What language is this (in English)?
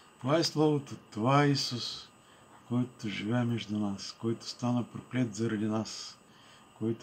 Bulgarian